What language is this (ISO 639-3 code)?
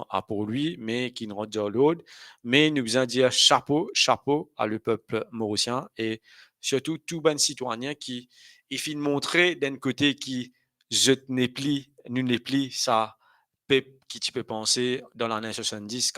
mfe